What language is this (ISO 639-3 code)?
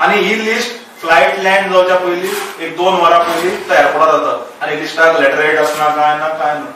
kok